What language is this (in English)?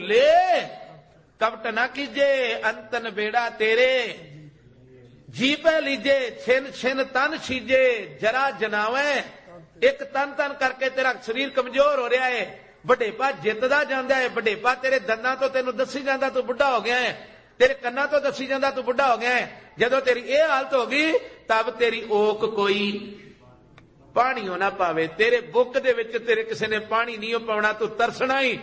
Punjabi